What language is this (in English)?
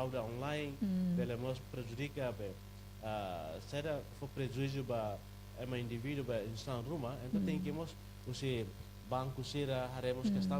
Tetum